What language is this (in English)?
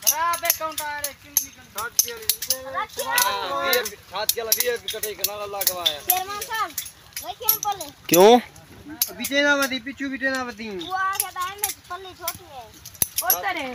Saraiki